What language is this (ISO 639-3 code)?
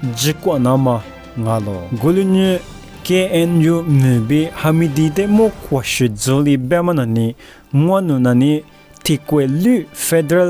lis